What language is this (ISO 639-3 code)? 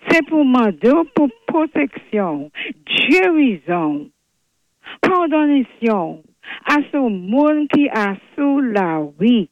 acf